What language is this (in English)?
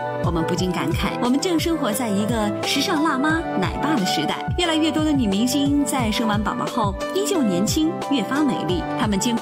Chinese